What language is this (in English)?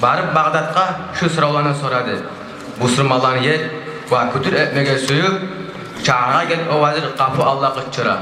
Kumyk